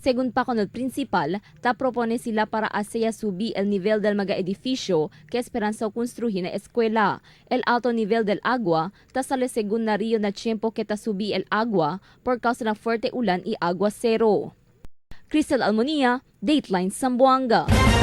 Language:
Chavacano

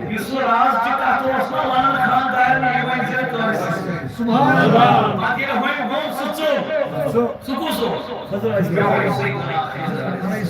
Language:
Kashmiri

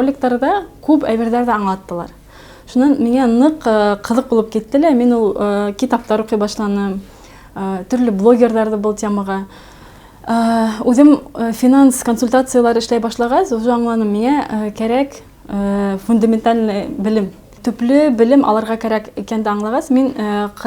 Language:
Bashkir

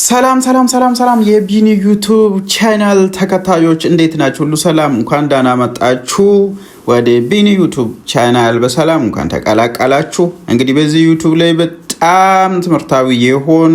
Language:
Amharic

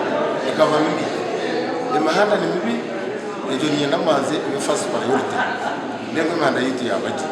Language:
Nyankole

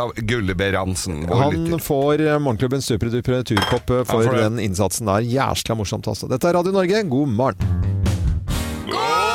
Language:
Norwegian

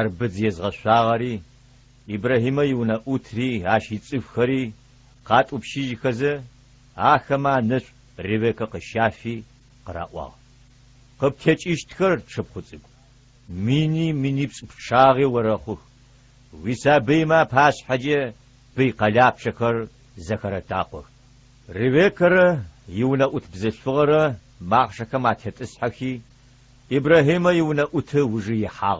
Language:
Adyghe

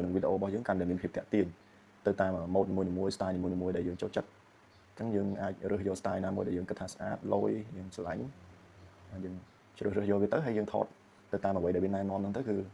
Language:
Khmer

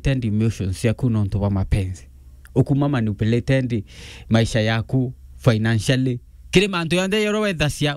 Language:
Meru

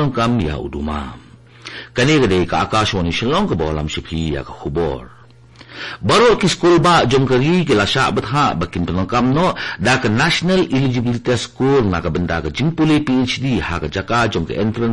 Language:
Khasi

